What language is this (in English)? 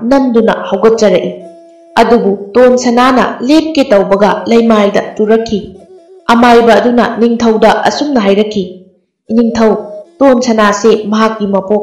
Manipuri